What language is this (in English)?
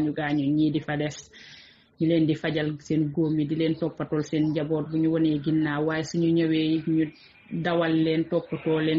Wolof